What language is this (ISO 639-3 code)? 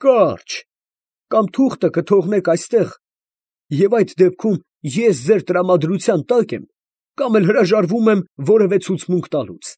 hye